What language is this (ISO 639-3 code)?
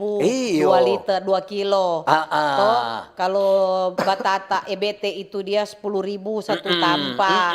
xmm